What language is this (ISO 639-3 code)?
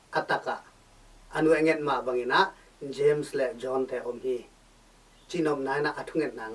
ctd